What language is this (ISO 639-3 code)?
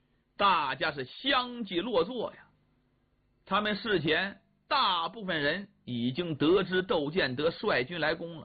zho